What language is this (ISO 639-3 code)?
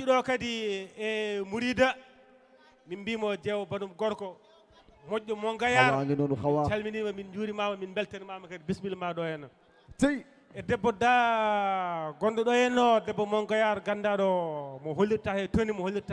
ful